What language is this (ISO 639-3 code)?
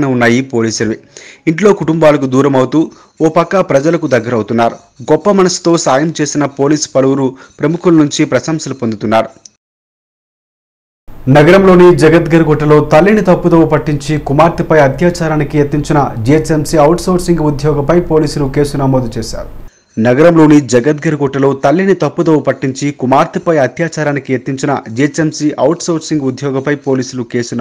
tel